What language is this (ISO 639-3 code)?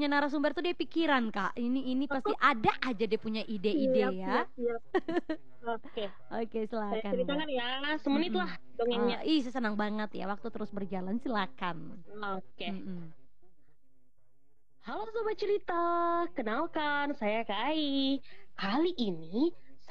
ind